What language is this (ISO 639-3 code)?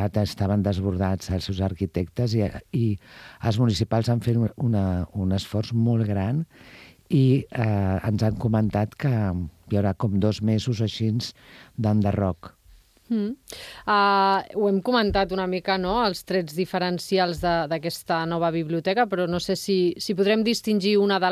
cat